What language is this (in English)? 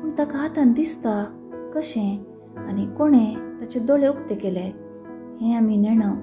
Konkani